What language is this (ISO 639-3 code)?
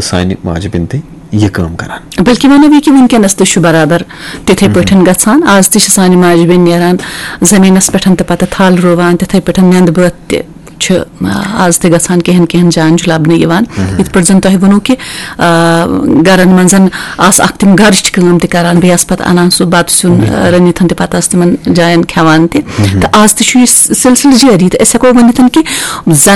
kas